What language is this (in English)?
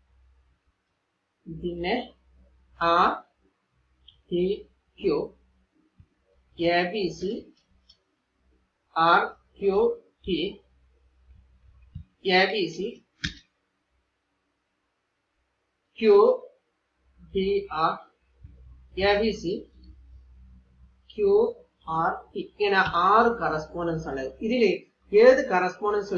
Malayalam